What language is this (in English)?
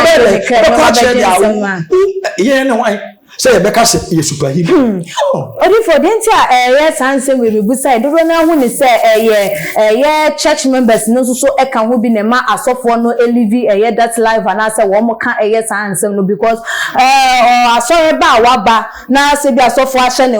Akan